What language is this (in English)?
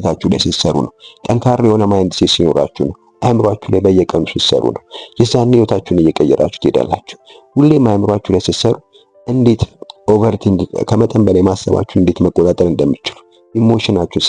Amharic